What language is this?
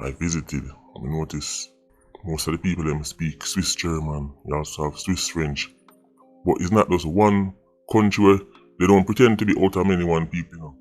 Jamaican Creole English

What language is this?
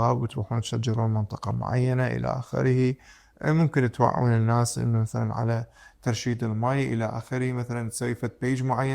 Mesopotamian Arabic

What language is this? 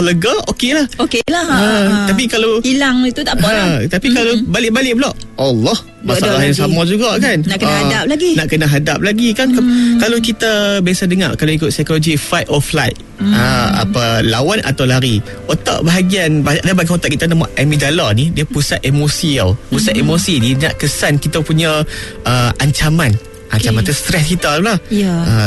Malay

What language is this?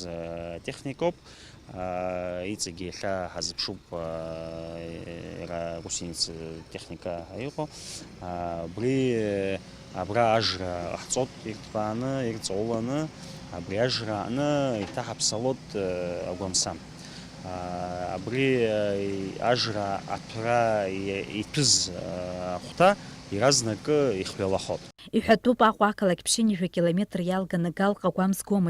Abkhazian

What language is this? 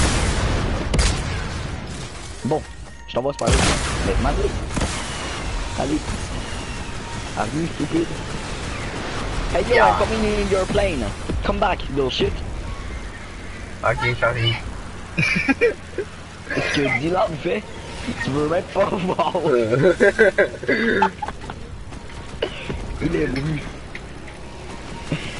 French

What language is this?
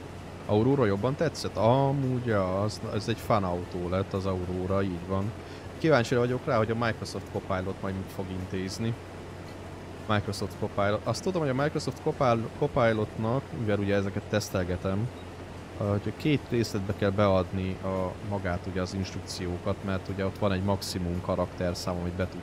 Hungarian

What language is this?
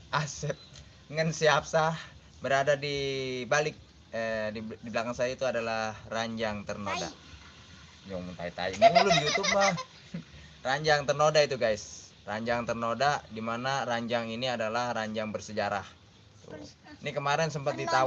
Betawi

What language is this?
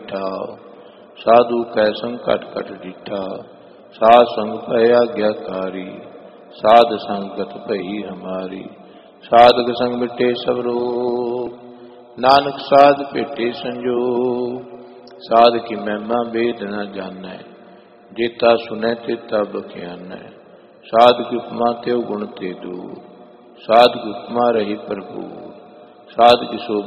Punjabi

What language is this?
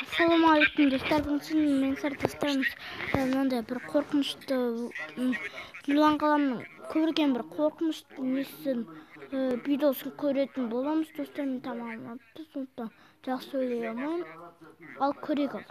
Kazakh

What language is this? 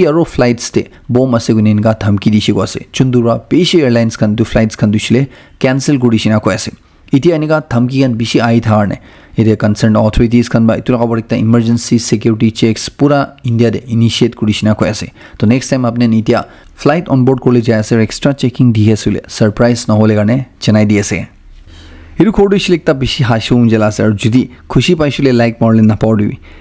Naga Pidgin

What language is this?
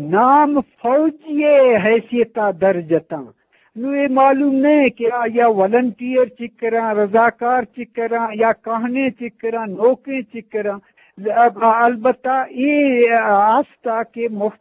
Eastern Balochi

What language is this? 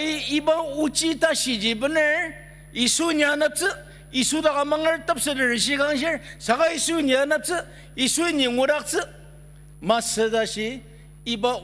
Ao Naga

